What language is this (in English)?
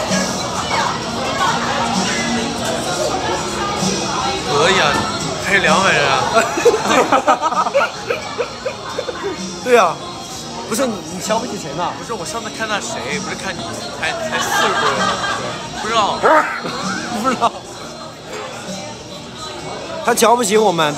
Chinese